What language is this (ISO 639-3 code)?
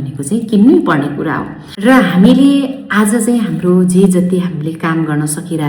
nep